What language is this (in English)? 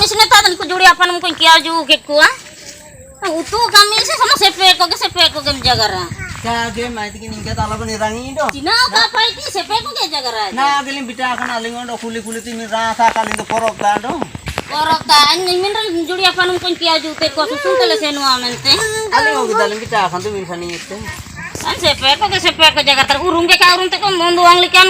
Ho